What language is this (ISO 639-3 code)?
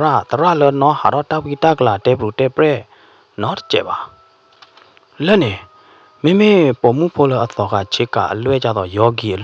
ksw